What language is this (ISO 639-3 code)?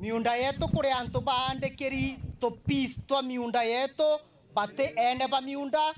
mer